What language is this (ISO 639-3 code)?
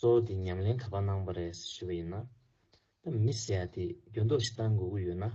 bod